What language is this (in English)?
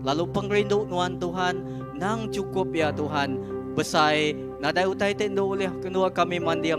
Iban